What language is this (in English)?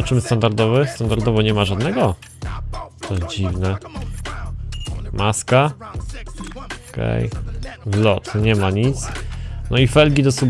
Polish